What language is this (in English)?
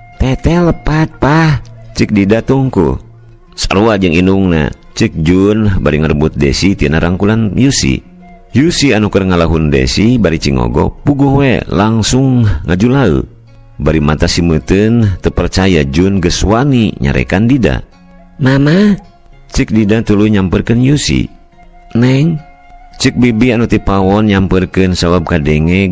Sundanese